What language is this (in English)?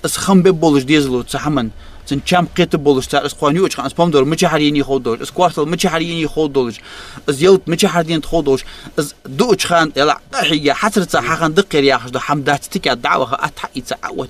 Ingush